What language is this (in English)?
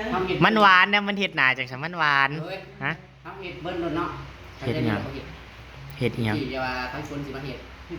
Northeastern Thai